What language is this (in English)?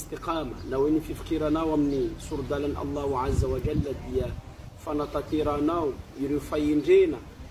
Malagasy